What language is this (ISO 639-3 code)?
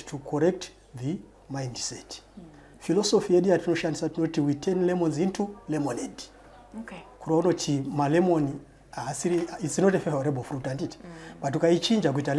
sna